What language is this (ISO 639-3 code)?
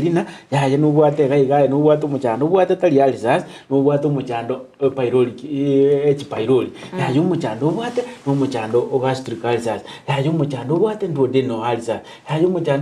guz